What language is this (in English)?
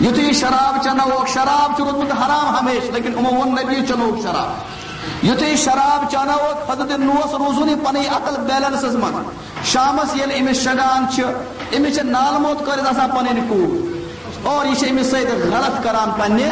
Kashmiri